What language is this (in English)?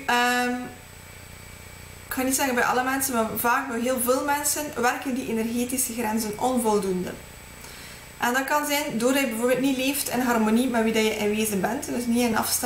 Dutch